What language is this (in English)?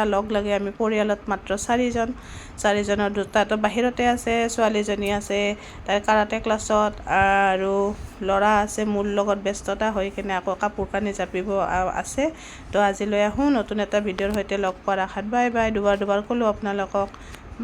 Assamese